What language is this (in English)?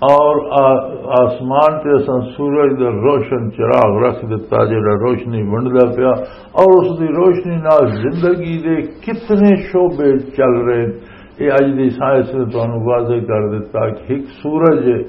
Western Panjabi